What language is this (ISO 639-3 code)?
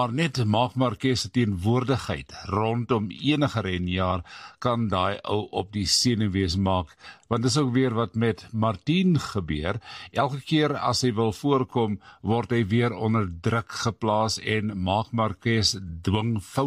afr